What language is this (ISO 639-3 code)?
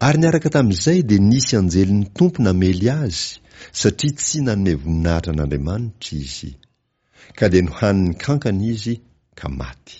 mlg